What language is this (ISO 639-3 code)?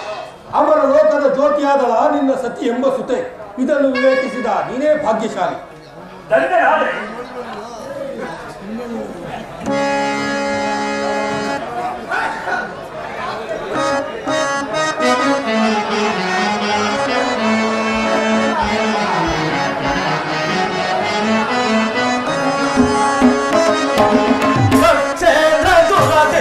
kan